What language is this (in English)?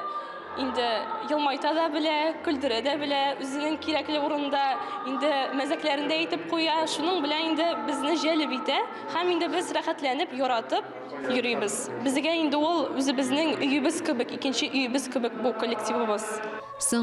Tatar